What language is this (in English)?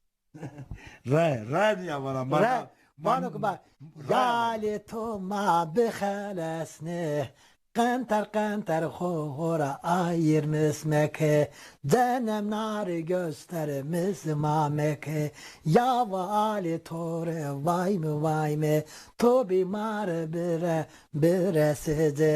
Zaza